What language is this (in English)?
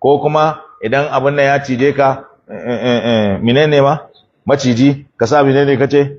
Hausa